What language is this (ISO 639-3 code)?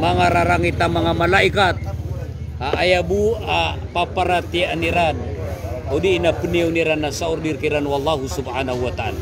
mrw